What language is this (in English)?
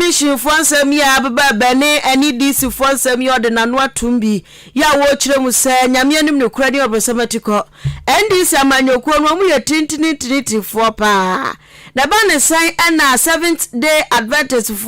Akan